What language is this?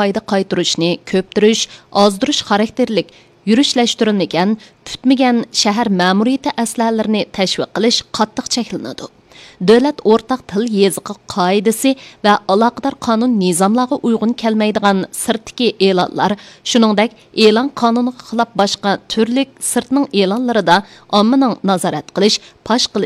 Uyghur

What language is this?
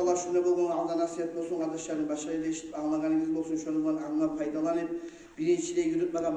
Kumyk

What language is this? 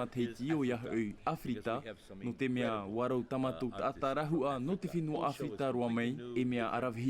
Tahitian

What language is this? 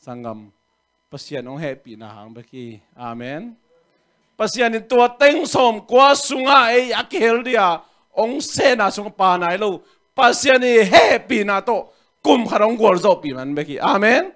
Tedim Chin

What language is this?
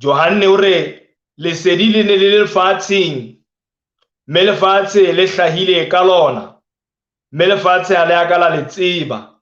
Southern Sotho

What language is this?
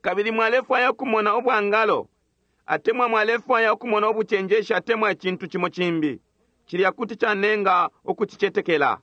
Bemba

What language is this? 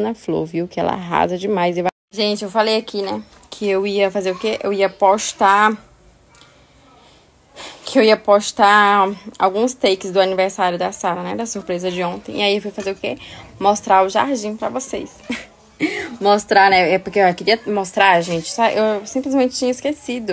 Portuguese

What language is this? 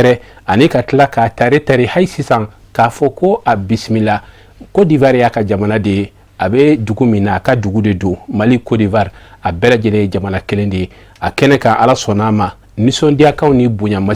Bambara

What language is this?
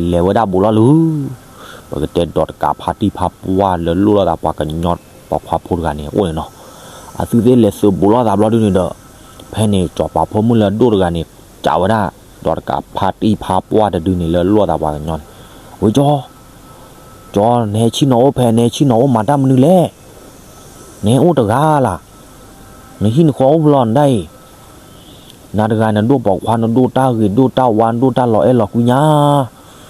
S'gaw Karen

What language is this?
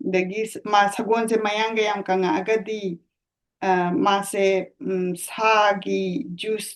Manipuri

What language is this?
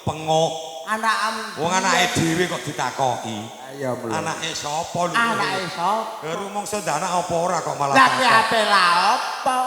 Javanese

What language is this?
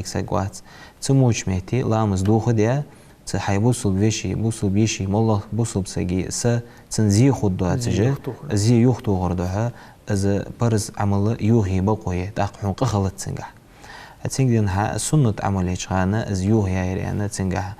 Ingush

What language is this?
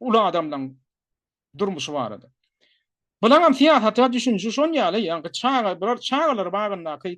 Turkmen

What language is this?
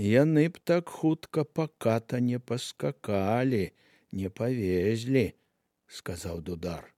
Belarusian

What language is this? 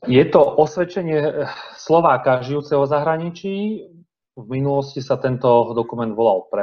Slovak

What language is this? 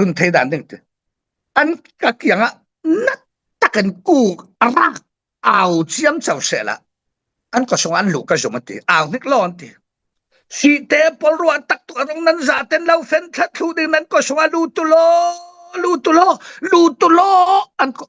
Falam Chin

